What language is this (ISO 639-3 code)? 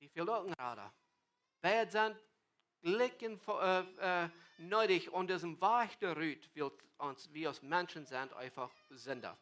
pdt